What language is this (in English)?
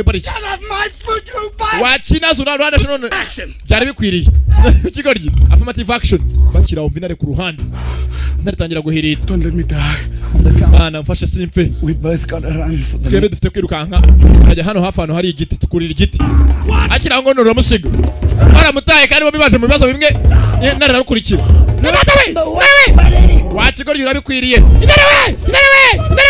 Kinyarwanda